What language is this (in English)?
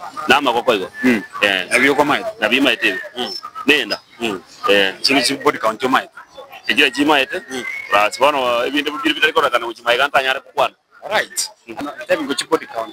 Gusii